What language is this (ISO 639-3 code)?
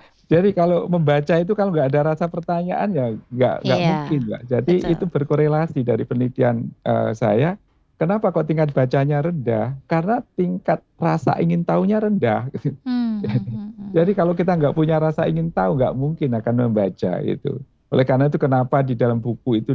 ind